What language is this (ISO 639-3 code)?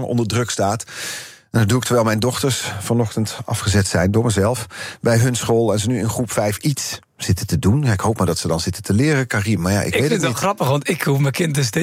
nld